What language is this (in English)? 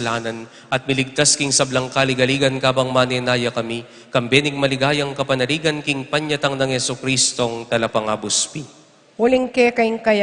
Pampanga